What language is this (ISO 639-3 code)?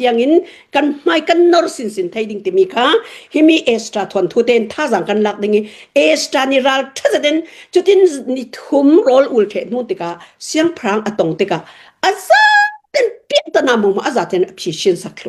cnh